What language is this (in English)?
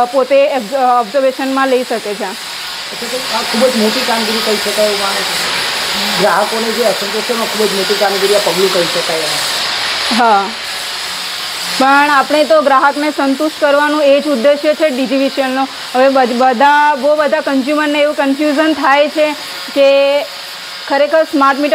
Gujarati